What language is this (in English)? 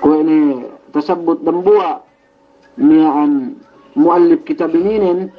Yakan